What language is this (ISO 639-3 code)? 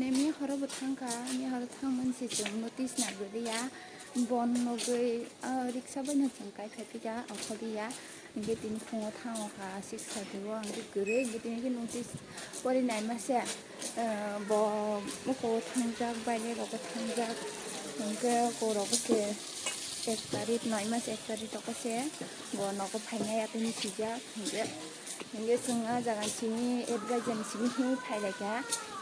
trp